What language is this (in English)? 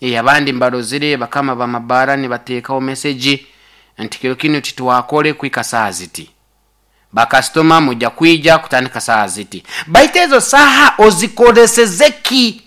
Nyoro